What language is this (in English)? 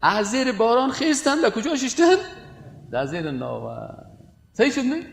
Persian